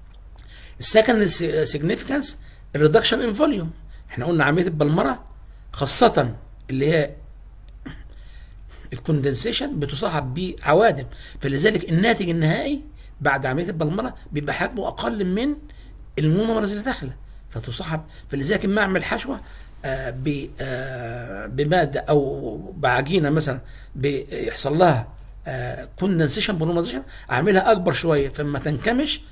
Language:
Egyptian Arabic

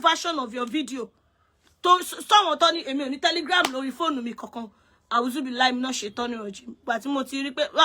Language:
Yoruba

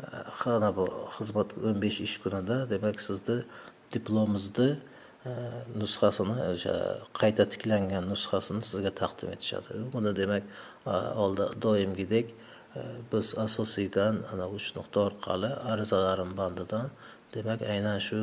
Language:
Uzbek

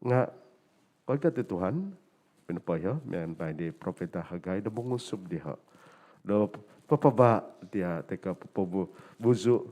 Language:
Central Dusun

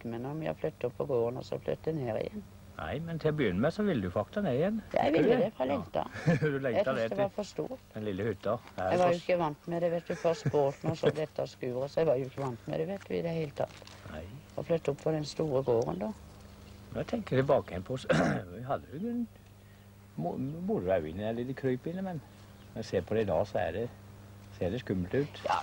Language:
Norwegian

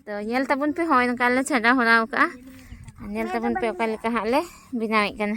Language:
Santali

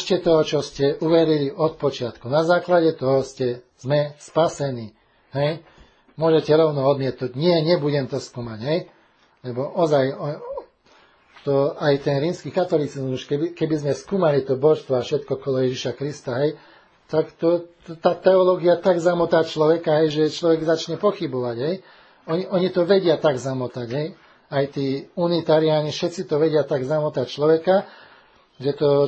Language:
Slovak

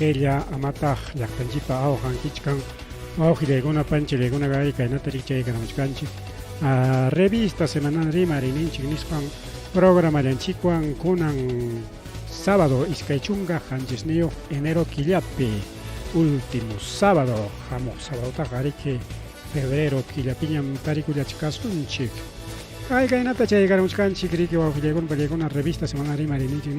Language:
Ayacucho Quechua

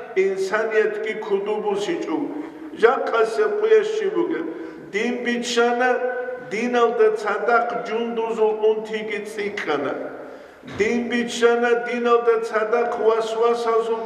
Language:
Avaric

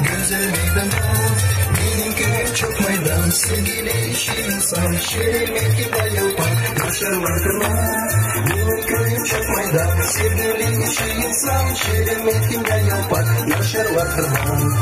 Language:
Gagauz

